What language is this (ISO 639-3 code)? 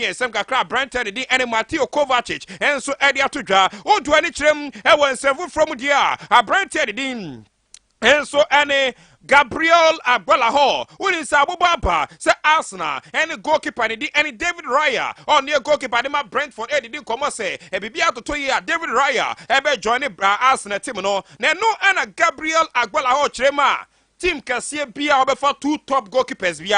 aka